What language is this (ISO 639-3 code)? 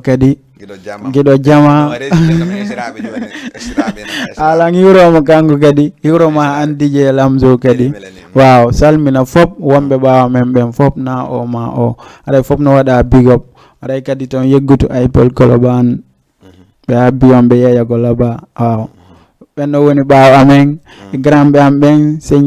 ful